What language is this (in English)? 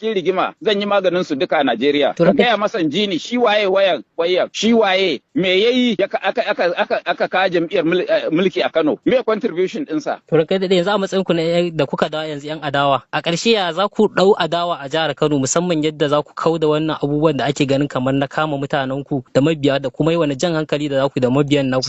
Hausa